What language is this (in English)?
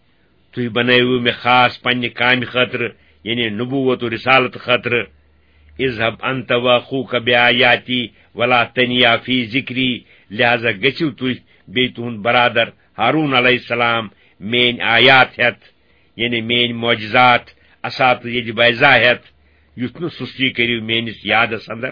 Kashmiri